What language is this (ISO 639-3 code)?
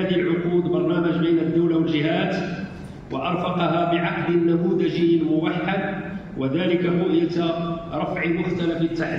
ara